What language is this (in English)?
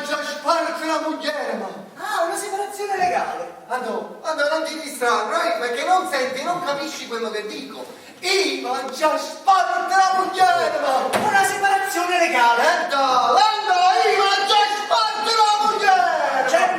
Neapolitan